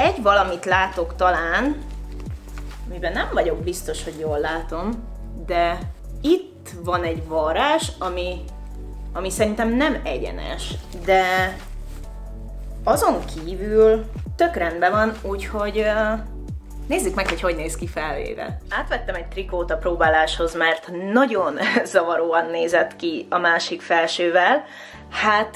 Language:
Hungarian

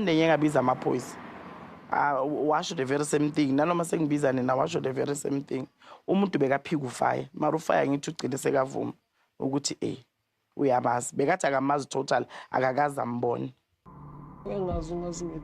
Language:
Zulu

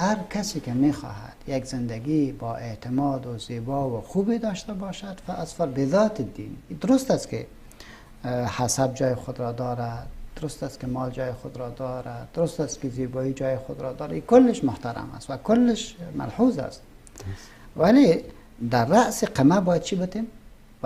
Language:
Persian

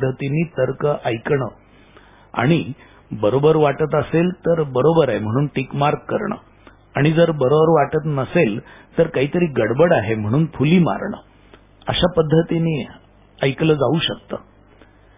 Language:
Marathi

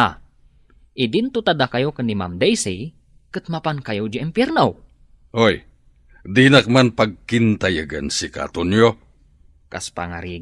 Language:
Iloko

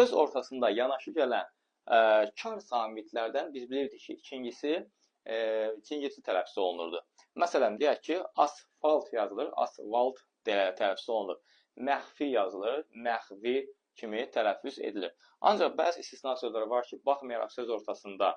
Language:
Azerbaijani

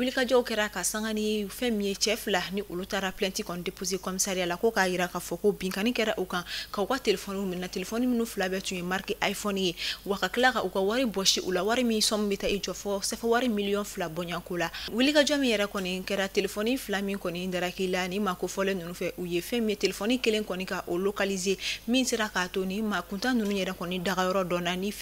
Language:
Bambara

